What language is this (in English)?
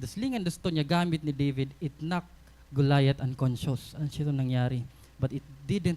Waray